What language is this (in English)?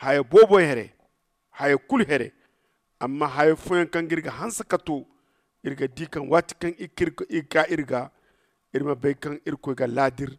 Zarma